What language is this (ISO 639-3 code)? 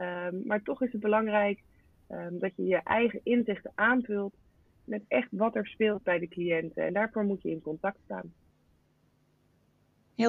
nld